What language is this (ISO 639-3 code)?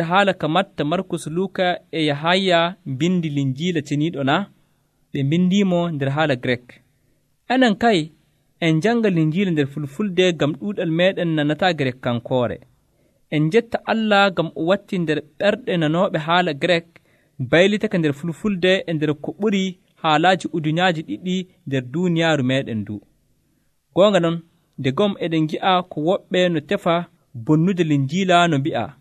fuv